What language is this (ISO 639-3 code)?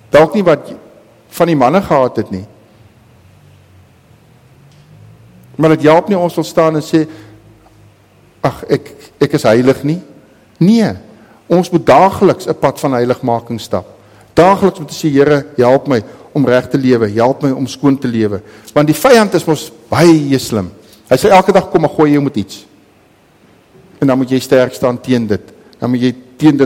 afr